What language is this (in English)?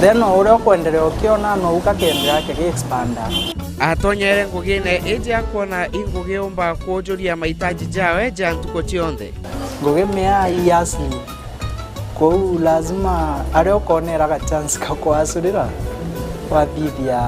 Meru